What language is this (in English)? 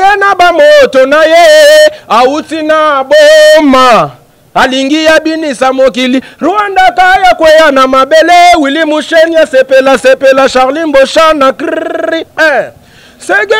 Lingala